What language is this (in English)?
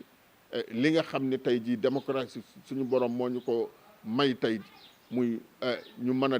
Wolof